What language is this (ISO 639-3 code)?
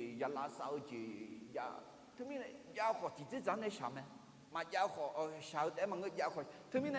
ahk